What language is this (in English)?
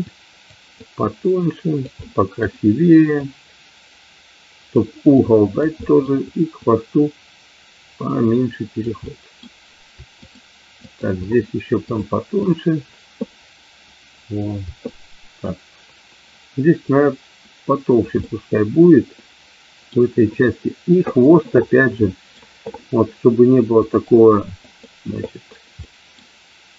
Russian